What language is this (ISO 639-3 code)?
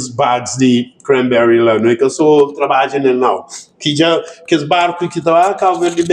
kea